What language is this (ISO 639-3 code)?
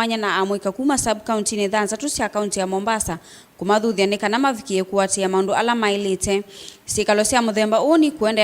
kam